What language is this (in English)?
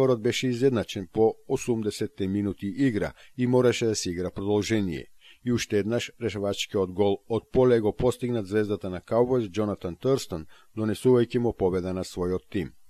Macedonian